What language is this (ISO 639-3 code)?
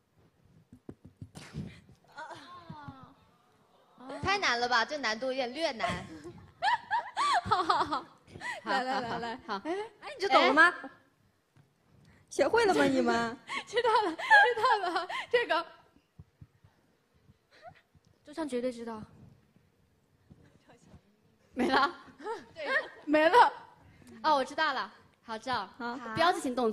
zho